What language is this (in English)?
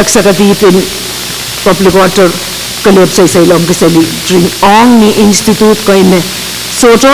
Pohnpeian